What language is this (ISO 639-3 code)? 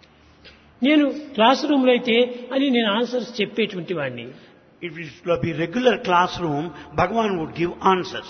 tel